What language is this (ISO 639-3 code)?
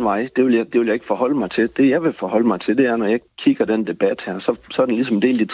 dan